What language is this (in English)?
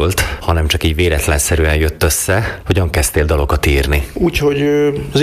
Hungarian